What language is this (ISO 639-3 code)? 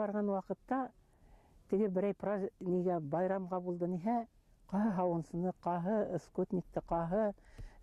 bak